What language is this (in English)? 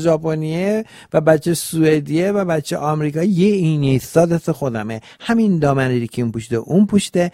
Persian